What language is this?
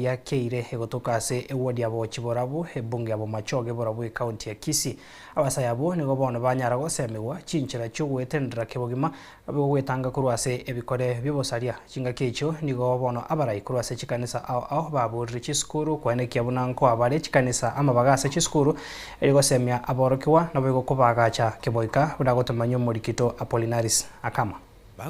Gusii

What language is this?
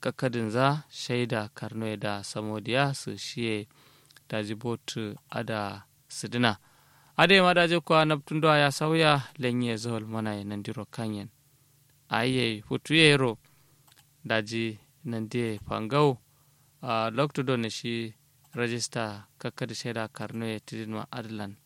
Kanuri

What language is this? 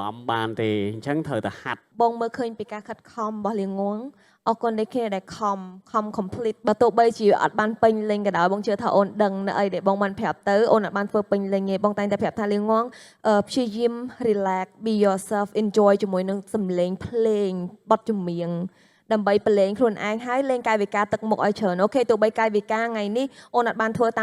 Khmer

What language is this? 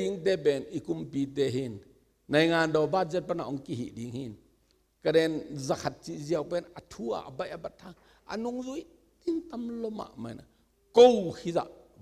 Tedim Chin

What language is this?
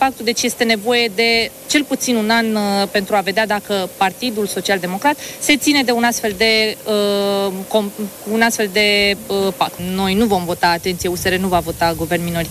Romanian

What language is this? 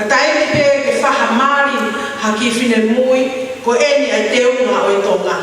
Tongan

